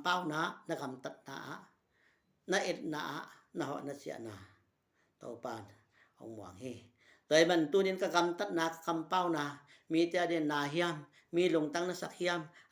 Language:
Tedim Chin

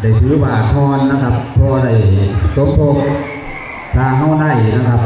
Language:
Northeastern Thai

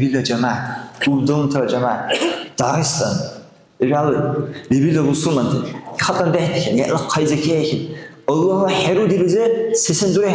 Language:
Dargwa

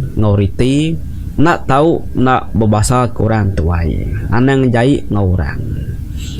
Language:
Iban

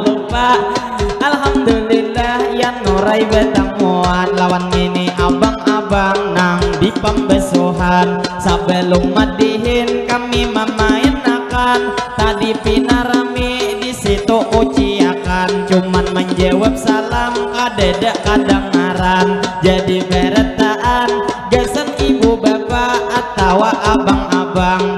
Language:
Banjar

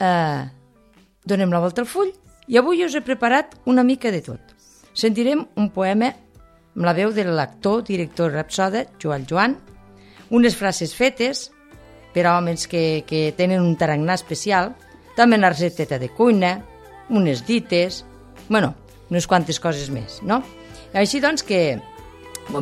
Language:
Catalan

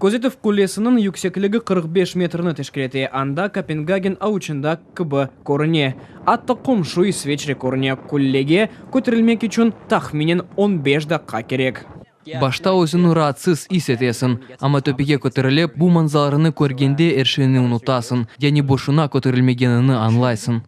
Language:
Crimean Tatar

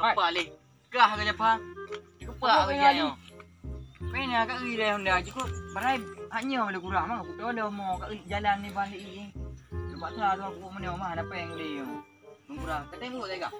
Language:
Achinese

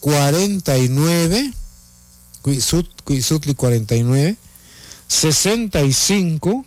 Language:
Kekchí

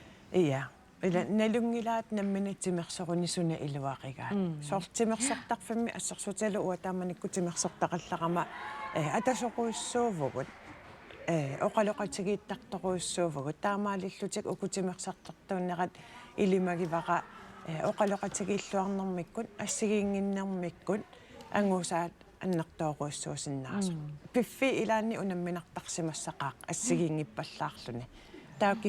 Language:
Kalaallisut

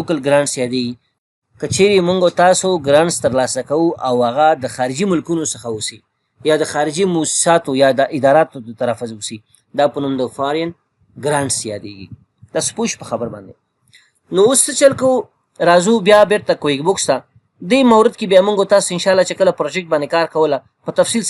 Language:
Pashto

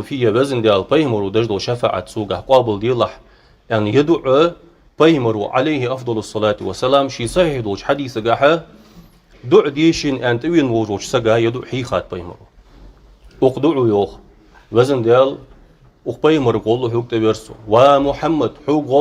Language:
Ingush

